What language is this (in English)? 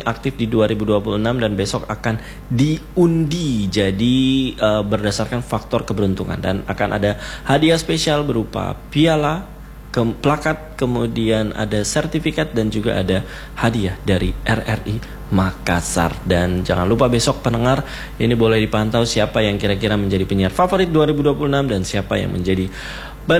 Indonesian